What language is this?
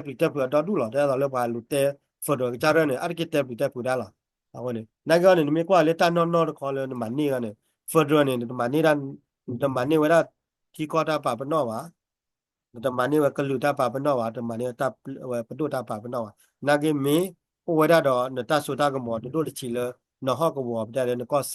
S'gaw Karen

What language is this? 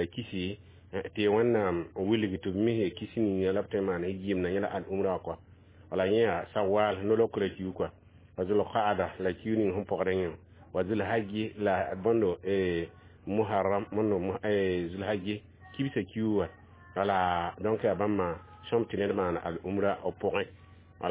Mossi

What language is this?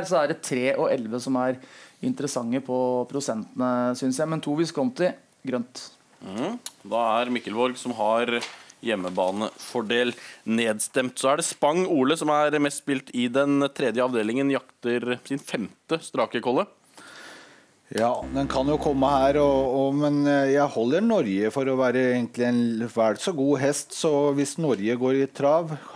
Norwegian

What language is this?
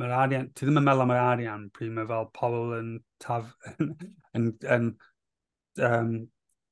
Welsh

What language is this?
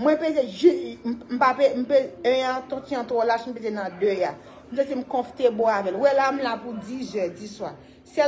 Haitian Creole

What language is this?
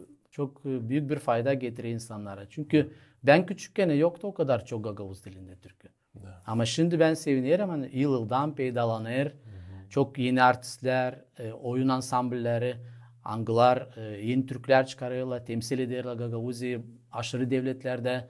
Gagauz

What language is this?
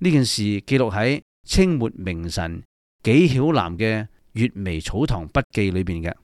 Cantonese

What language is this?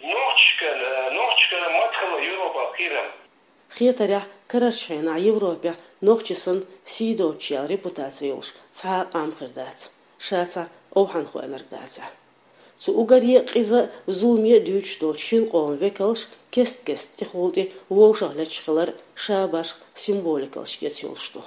Chechen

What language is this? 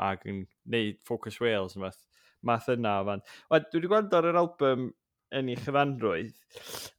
Welsh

